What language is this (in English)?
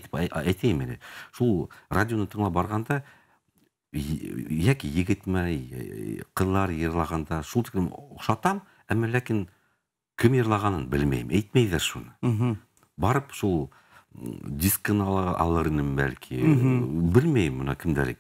Bashkir